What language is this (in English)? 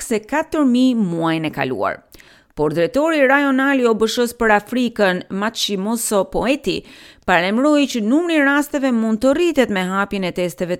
Albanian